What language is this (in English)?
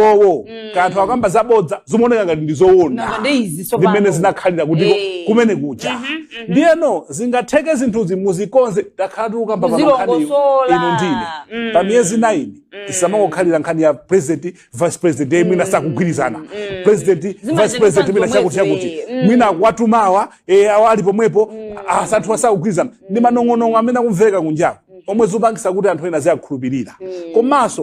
Nyanja